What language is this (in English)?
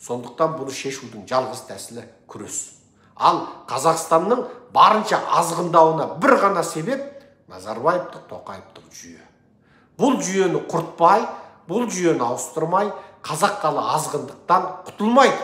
Kazakh